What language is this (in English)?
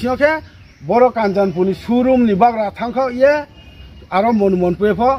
Riang (India)